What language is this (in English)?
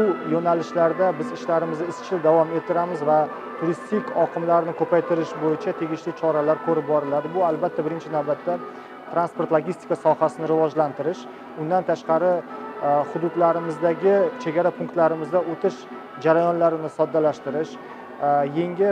Uyghur